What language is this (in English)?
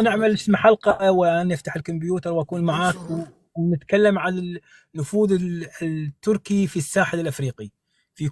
North Levantine Arabic